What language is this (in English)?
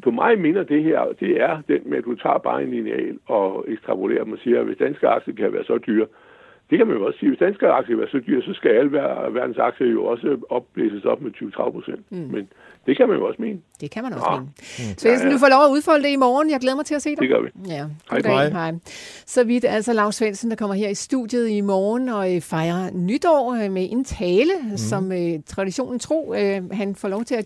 Danish